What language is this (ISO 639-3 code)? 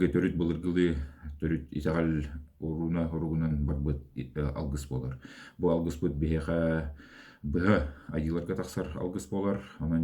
sah